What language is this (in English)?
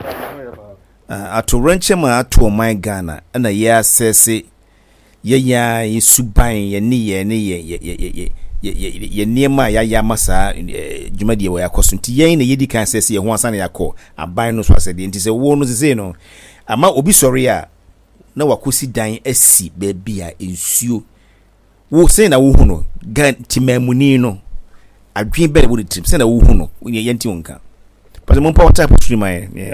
Akan